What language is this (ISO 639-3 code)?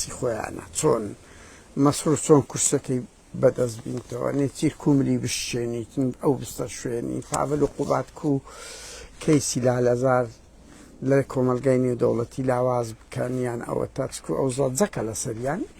ckb